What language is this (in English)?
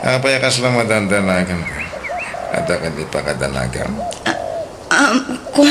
Iloko